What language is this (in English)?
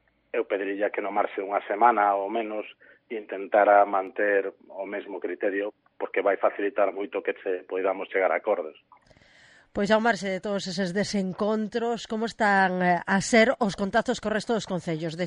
Galician